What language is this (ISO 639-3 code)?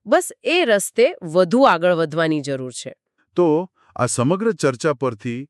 guj